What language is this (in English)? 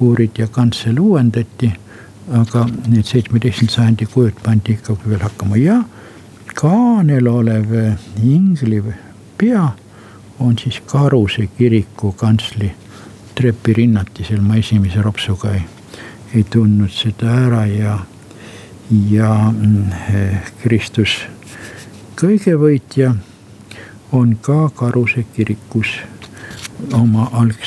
Estonian